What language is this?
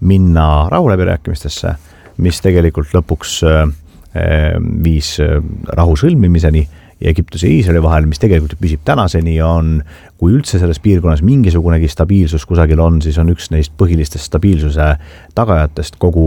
Estonian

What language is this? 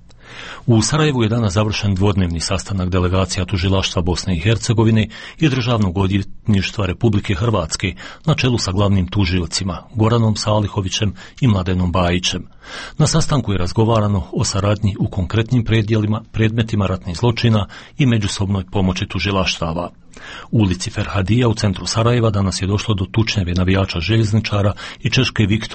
Bosnian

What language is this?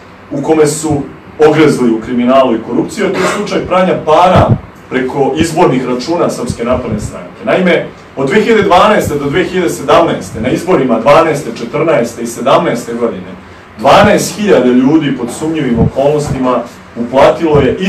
Serbian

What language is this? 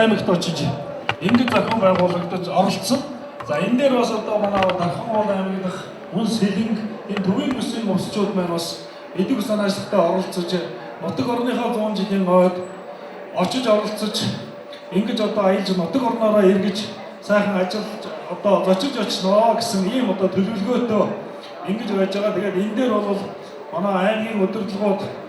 Mongolian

